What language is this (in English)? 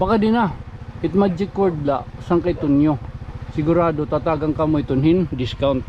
Waray